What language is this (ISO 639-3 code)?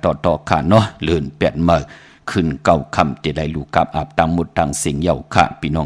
shn